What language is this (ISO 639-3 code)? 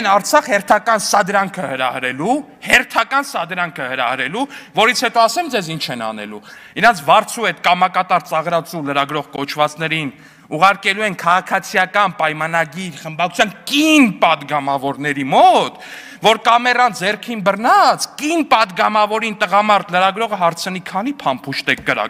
hye